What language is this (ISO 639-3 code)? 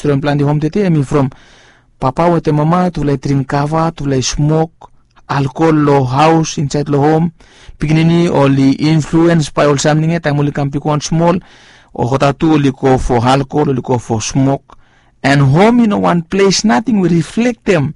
bis